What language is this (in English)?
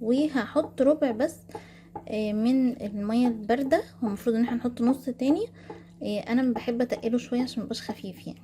Egyptian Arabic